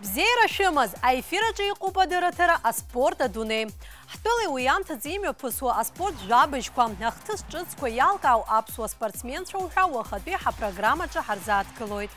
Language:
Abkhazian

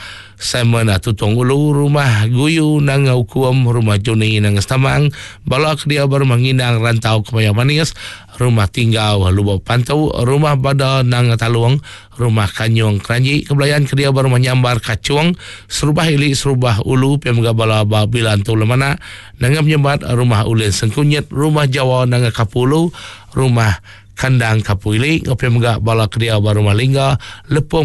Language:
Iban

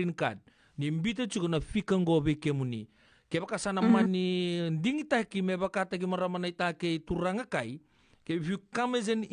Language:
Fijian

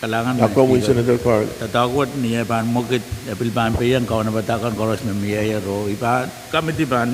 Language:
Pohnpeian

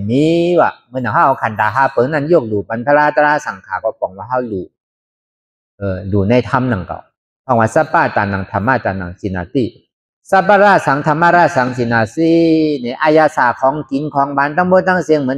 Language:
Shan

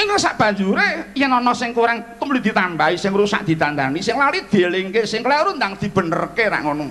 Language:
Javanese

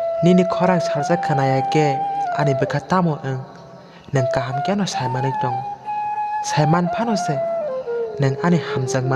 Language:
Kok Borok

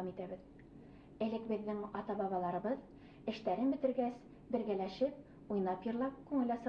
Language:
Bashkir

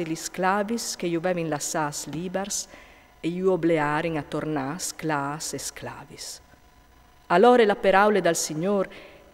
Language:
Friulian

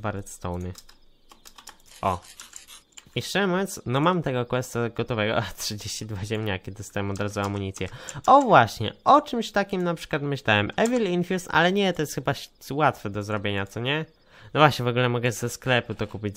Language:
Polish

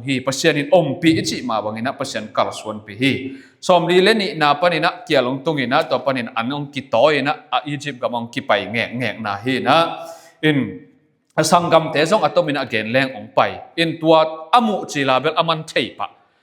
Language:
Tedim Chin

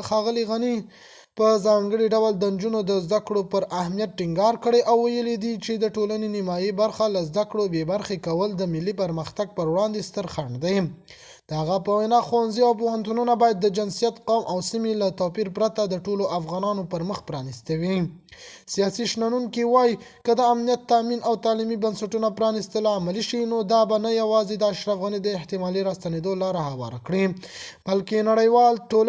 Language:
Pashto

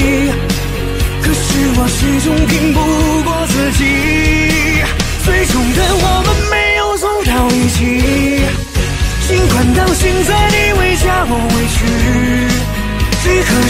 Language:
Chinese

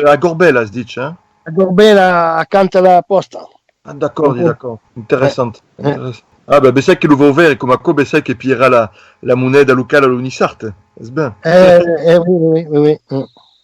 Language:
Occitan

